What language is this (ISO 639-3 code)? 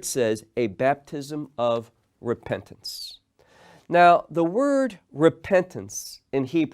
eng